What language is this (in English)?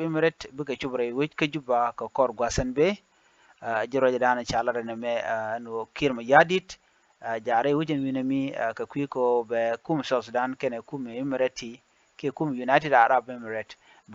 Nuer